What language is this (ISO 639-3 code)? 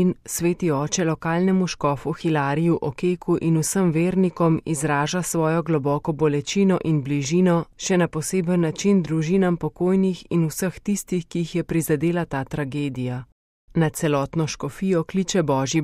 slv